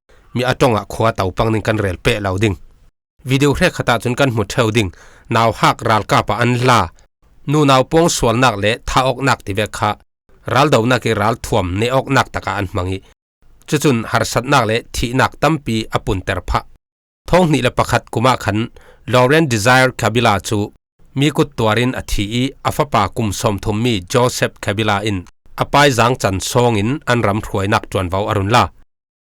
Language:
Falam Chin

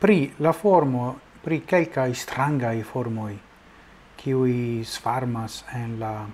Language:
Esperanto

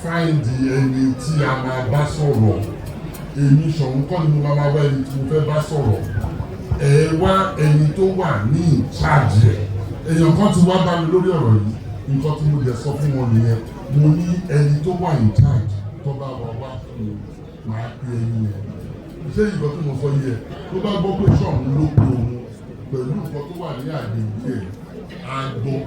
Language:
Yoruba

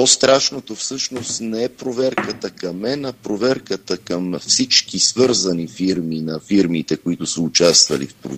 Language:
Bulgarian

